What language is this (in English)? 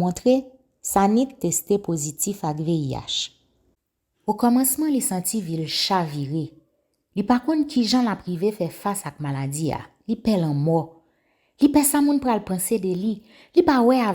Haitian Creole